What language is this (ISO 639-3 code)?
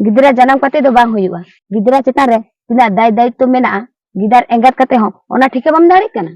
sat